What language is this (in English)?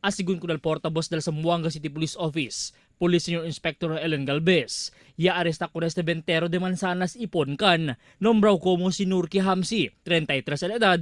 Chavacano